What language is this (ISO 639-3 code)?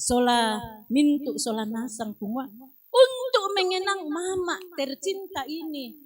sda